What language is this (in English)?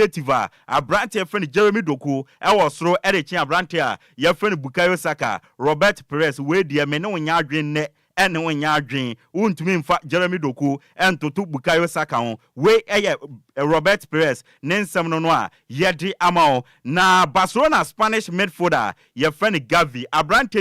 Akan